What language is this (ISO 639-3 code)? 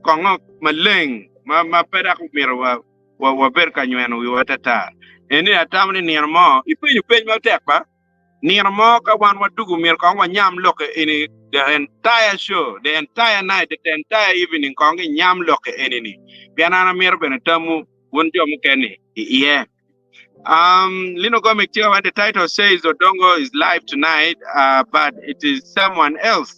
ach